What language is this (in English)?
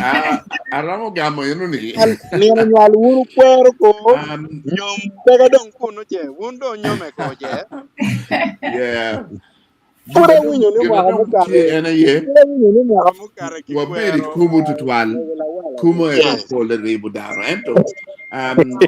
Acoli